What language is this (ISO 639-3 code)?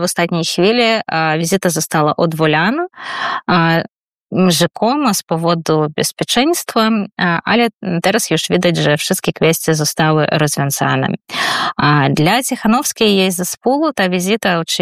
pol